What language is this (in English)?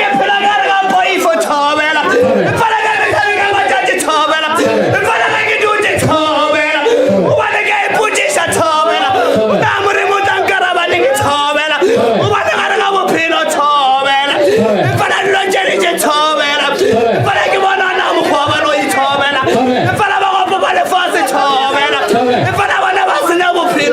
Northern Sotho